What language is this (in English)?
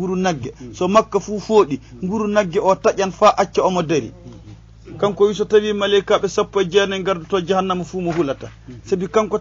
Fula